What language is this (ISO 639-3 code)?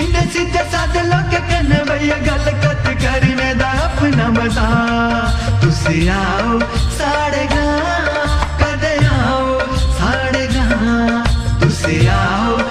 doi